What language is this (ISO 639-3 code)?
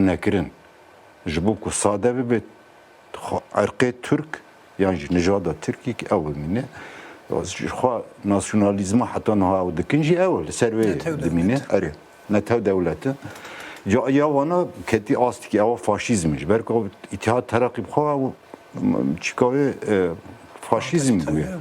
kur